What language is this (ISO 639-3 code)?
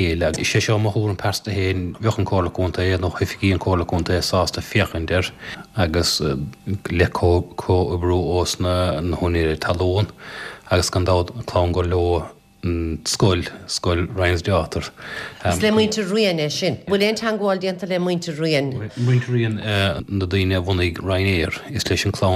gle